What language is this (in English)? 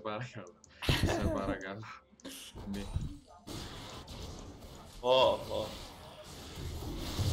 Greek